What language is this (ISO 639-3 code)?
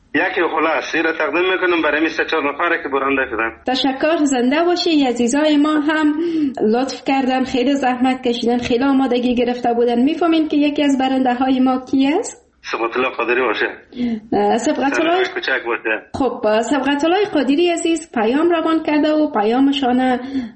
fas